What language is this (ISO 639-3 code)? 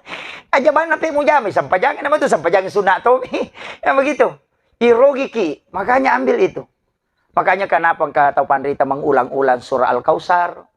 bug